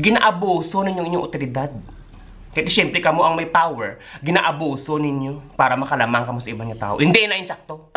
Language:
Hiligaynon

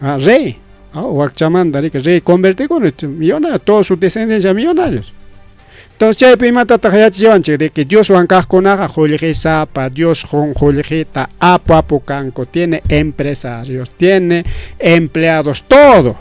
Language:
Ayacucho Quechua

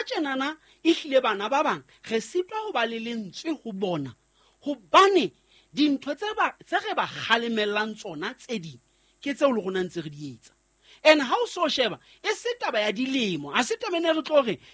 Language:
Southern Sotho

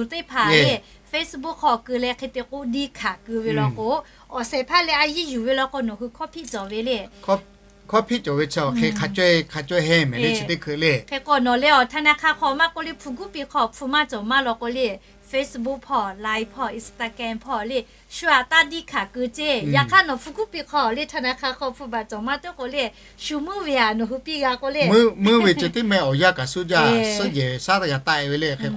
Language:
Lahu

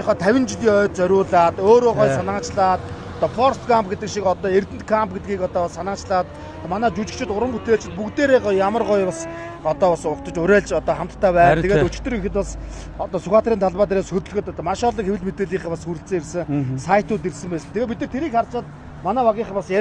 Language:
Mongolian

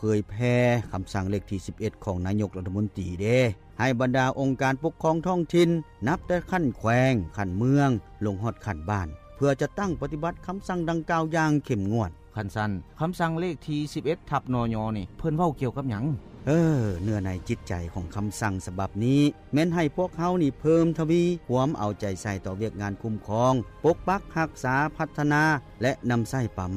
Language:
Lao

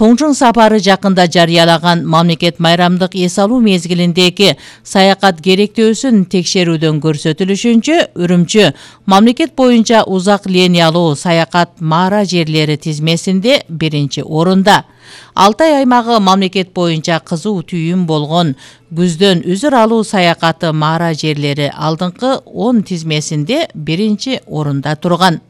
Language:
Kyrgyz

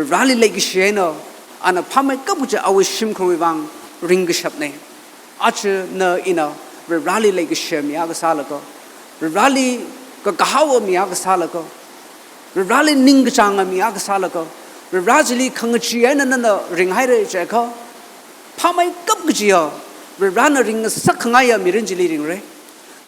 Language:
Tangkhul Naga (India)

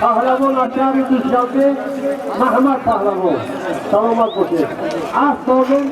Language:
Tajik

